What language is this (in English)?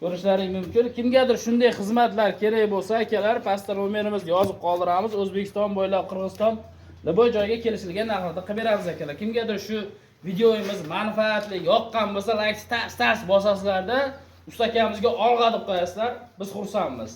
Uzbek